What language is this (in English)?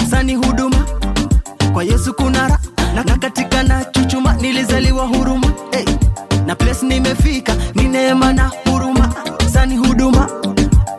Swahili